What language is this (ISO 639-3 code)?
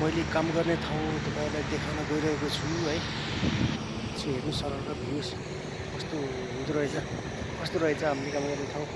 nep